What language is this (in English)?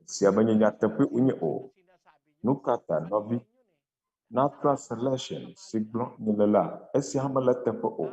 Ewe